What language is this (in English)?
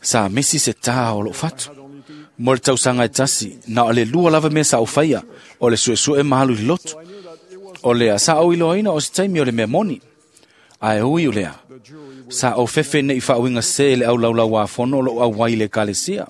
Samoan